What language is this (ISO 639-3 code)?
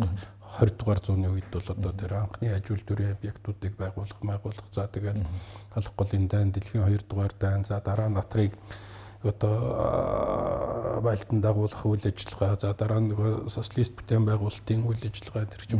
mon